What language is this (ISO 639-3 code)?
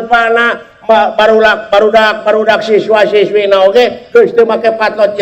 sun